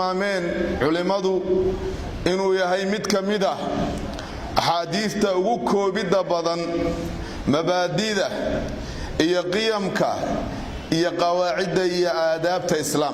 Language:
Somali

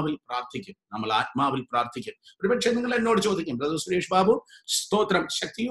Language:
Malayalam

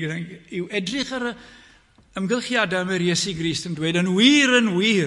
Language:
Welsh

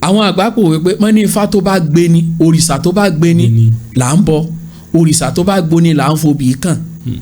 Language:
Yoruba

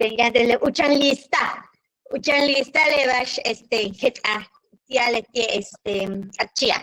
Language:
Yucateco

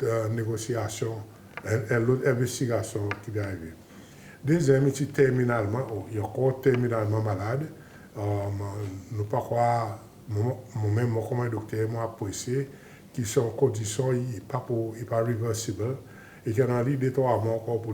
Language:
Seselwa Creole French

